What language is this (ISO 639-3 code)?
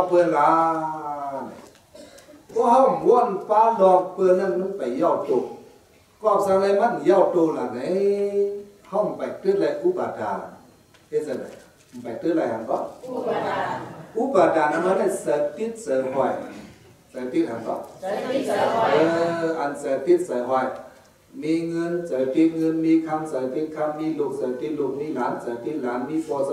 shn